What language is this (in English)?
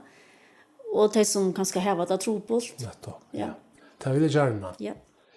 Faroese